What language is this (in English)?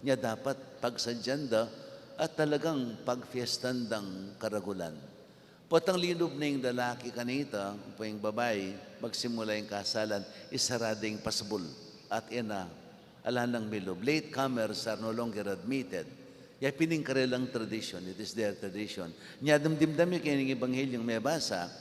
Pampanga